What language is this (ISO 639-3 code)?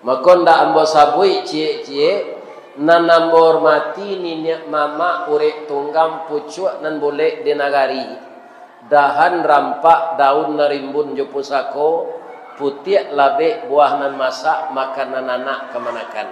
min